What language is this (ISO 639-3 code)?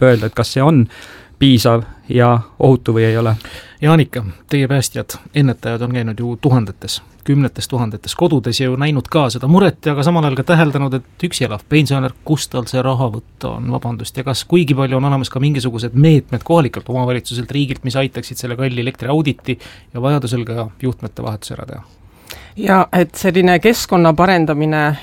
est